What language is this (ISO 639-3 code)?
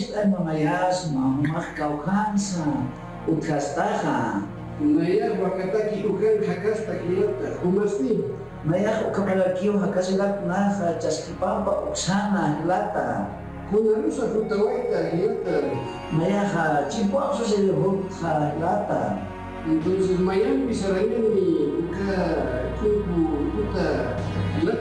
aym